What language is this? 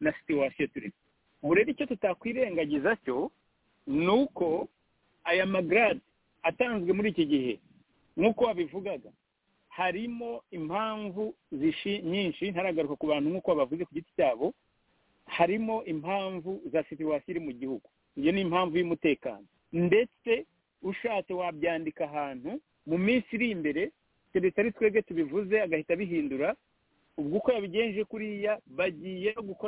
Kinyarwanda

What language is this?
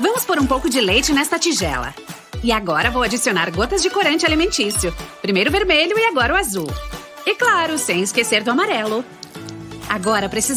Portuguese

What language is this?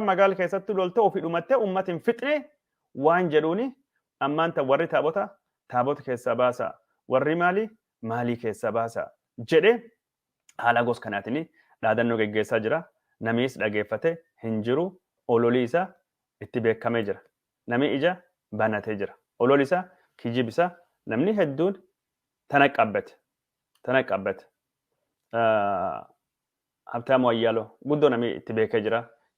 Oromo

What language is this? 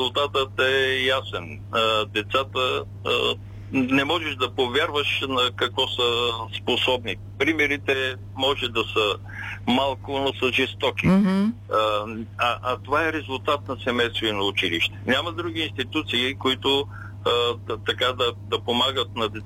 Bulgarian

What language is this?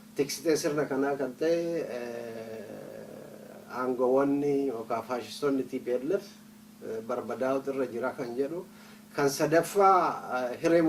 Oromo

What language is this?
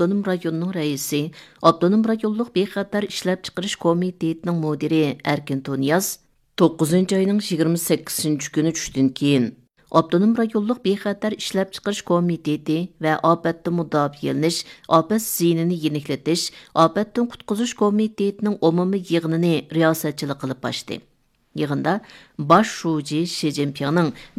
Uyghur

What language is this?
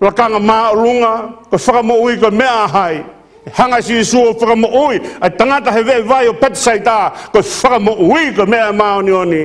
Tongan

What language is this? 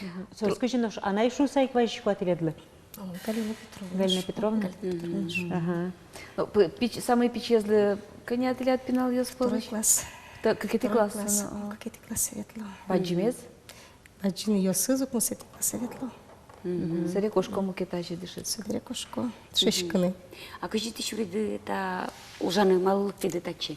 Udmurt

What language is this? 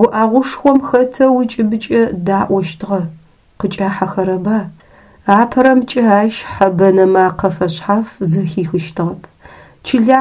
Adyghe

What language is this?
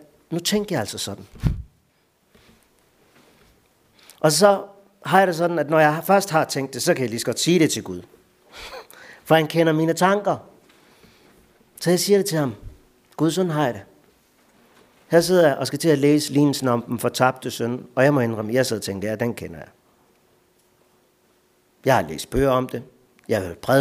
Danish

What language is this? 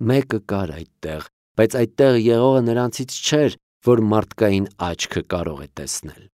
Armenian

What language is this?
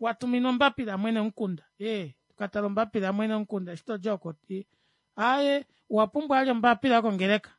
Kuanyama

